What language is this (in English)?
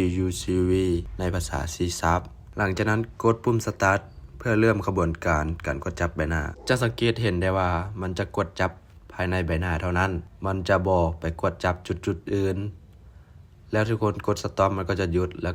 Lao